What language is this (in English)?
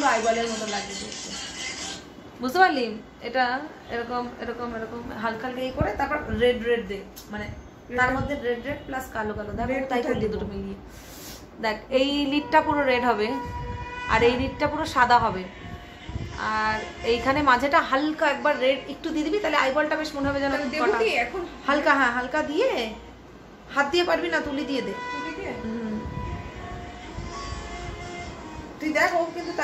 Bangla